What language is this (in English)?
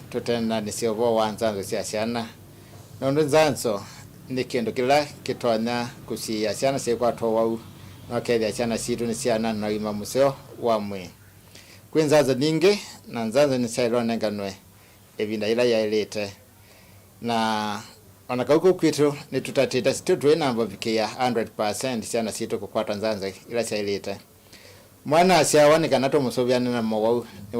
Kamba